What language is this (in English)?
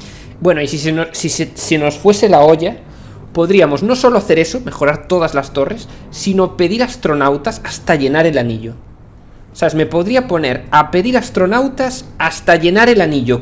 Spanish